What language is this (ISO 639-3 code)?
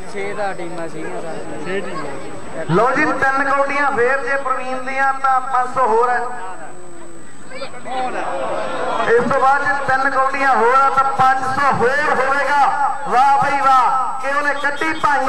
pan